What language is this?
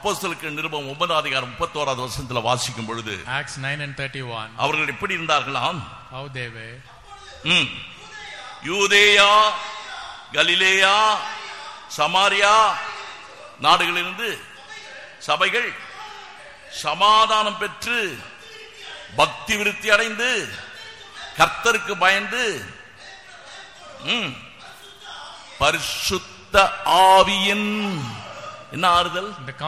Tamil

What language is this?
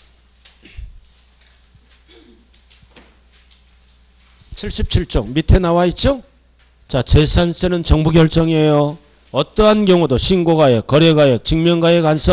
Korean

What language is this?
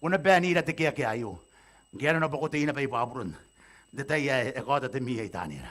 Gilbertese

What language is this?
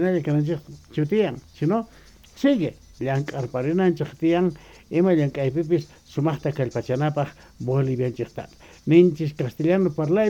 South Bolivian Quechua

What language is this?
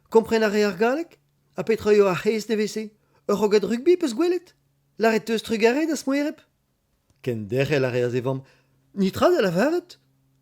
Breton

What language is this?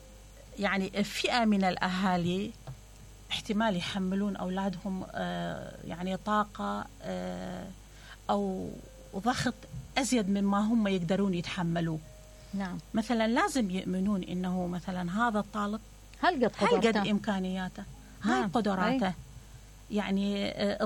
Mesopotamian Arabic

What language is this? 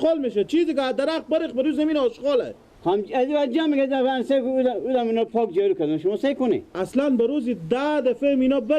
Persian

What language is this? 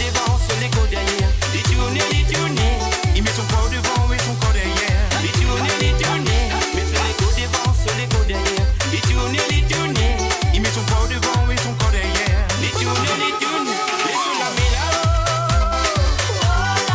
Morisyen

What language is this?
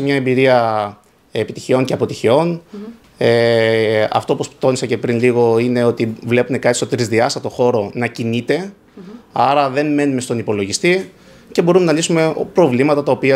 Greek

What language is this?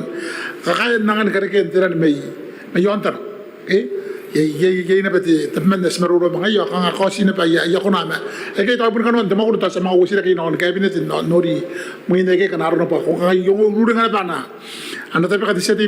Gilbertese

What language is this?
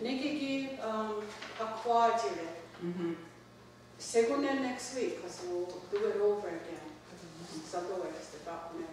Mohawk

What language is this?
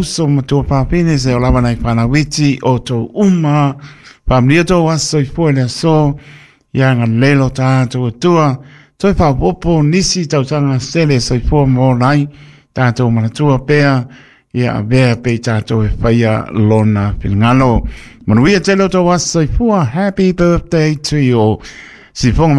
Samoan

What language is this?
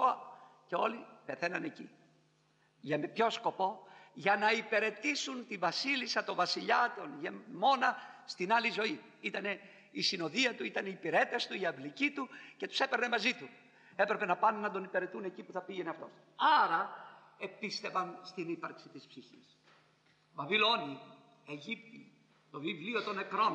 Greek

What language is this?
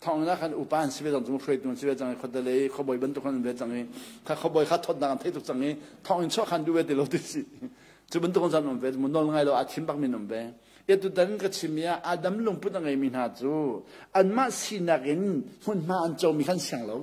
Hakha Chin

